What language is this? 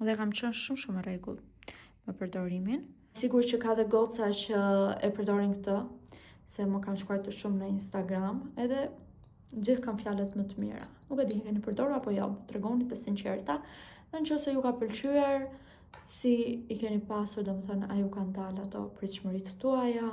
Albanian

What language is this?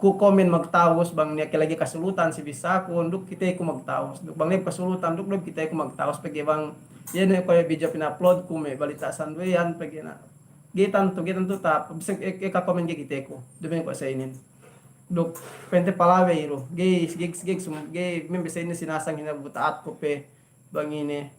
Yakan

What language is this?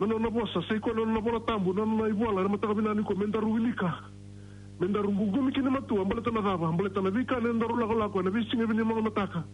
Fijian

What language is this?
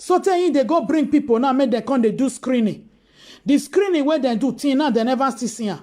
Nigerian Pidgin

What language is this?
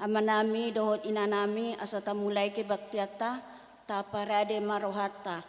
Batak Toba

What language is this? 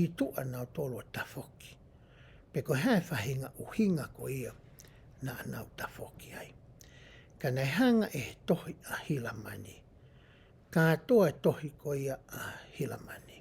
Tongan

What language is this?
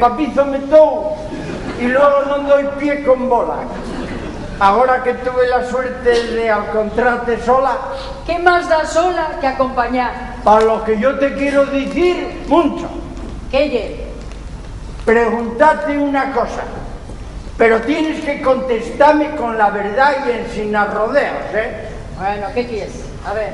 Asturian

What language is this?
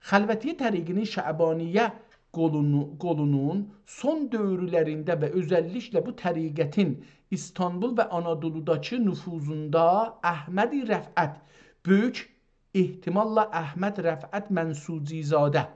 South Azerbaijani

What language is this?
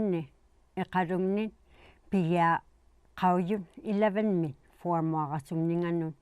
Inuktitut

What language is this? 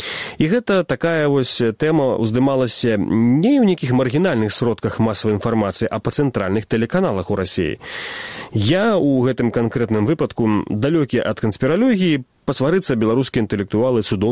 Belarusian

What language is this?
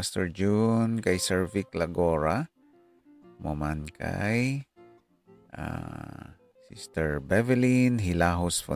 Hiligaynon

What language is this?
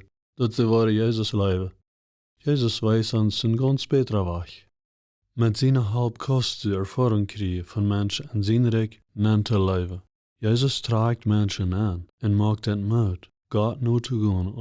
Plautdietsch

